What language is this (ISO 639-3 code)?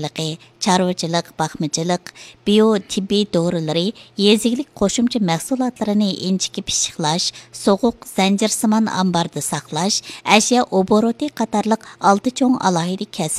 uig